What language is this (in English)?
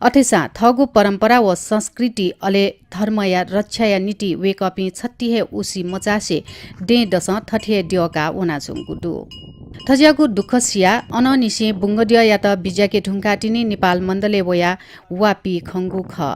Newari